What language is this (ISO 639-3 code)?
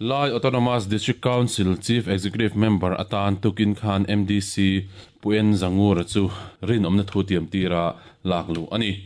lus